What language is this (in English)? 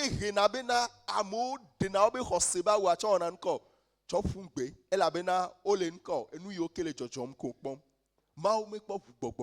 Ewe